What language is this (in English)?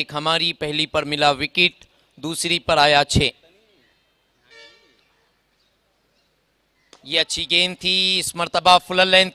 Hindi